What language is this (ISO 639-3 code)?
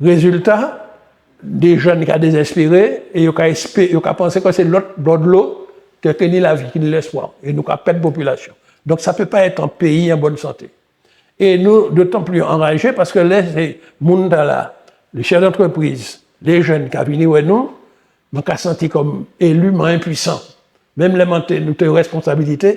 gcf